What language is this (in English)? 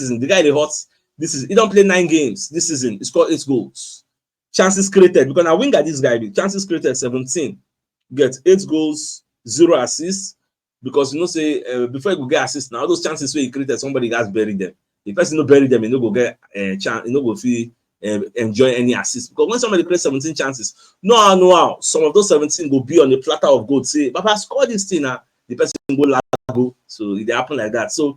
Nigerian Pidgin